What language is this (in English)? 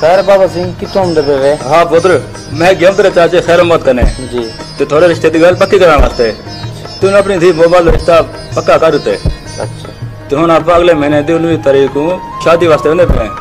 Saraiki